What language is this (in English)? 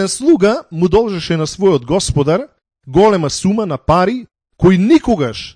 Macedonian